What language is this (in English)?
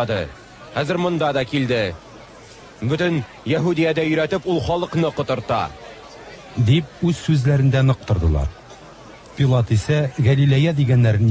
Tatar